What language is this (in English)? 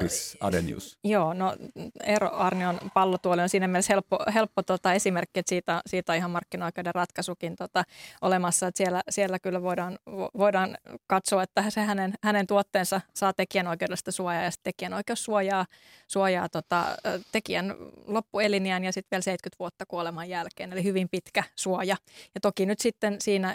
Finnish